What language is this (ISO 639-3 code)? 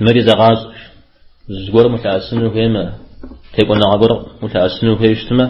kbd